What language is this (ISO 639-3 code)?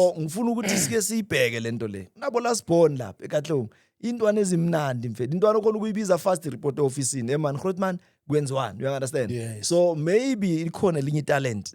zul